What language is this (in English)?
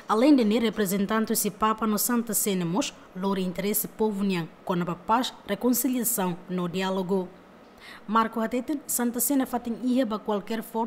Tetum